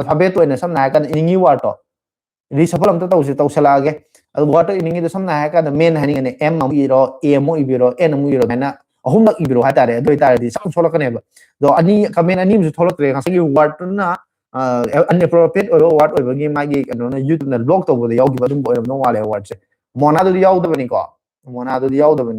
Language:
Manipuri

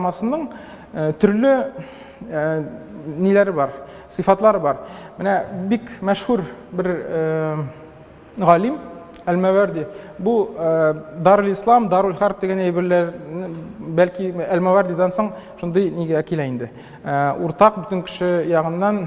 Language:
Tatar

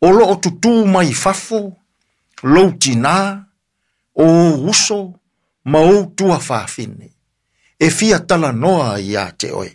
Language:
Samoan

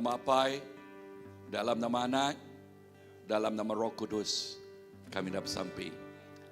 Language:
Iban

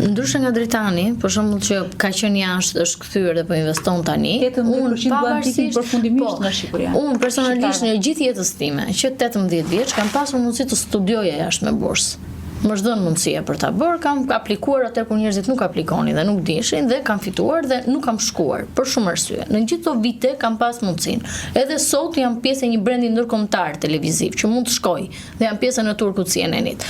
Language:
Albanian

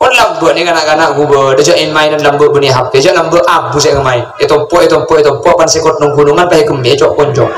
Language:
Madurese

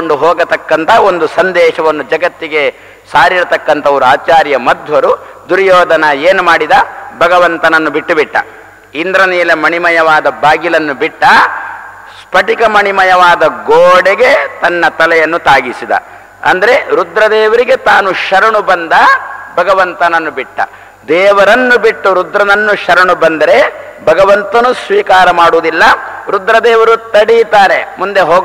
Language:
Kannada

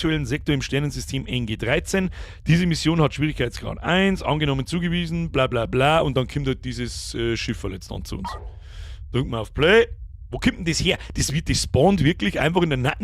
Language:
Bavarian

